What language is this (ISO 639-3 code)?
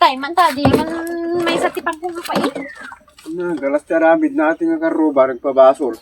ilo